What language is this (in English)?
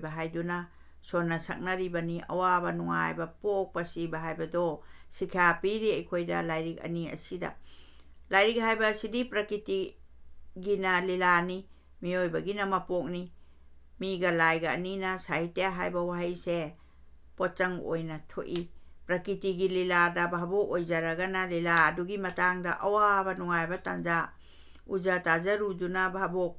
Manipuri